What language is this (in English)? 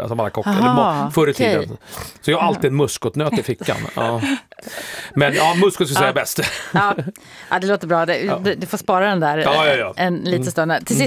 Swedish